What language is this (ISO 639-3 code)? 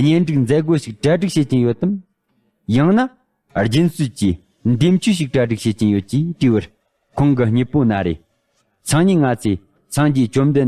bod